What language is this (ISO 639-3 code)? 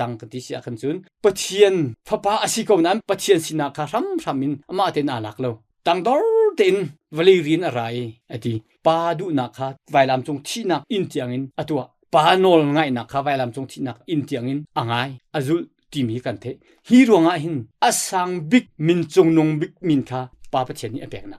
cnh